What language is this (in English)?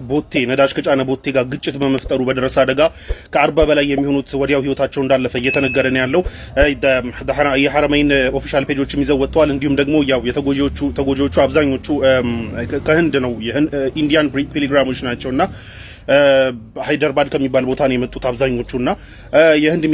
Amharic